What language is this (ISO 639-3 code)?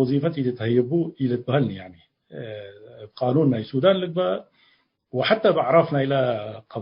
tig